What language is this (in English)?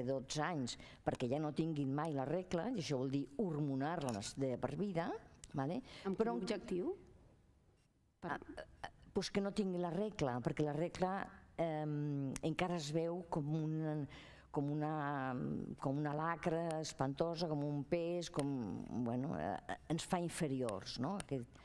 Catalan